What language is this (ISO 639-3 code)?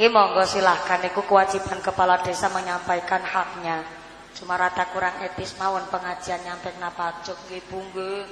jav